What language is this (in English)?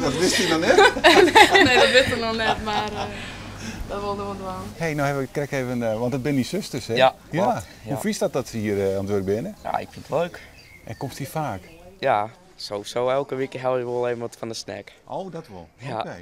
Western Frisian